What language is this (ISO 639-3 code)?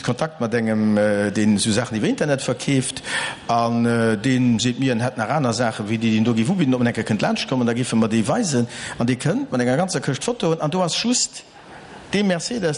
ltz